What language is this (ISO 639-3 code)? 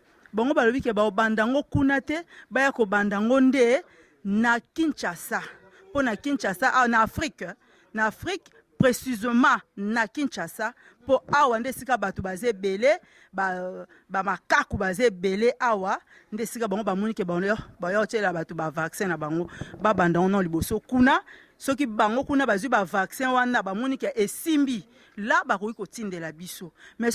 lin